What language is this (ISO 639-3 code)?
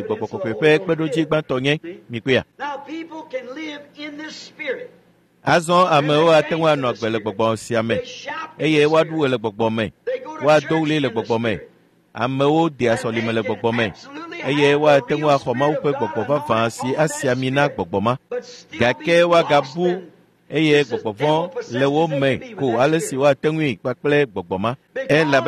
ewe